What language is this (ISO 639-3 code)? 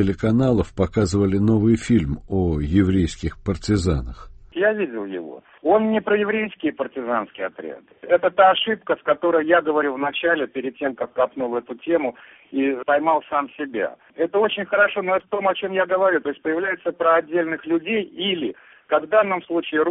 rus